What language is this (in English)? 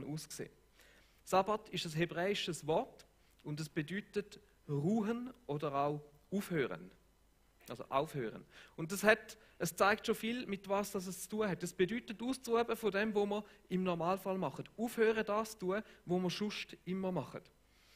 Swiss German